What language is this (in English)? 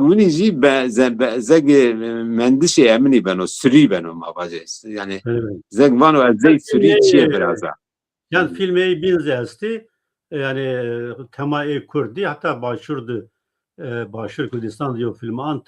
Zaza